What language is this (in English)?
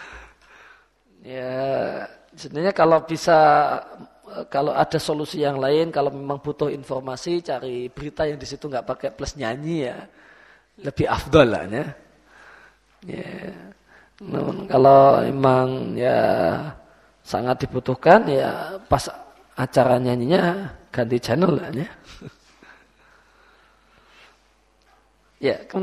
Indonesian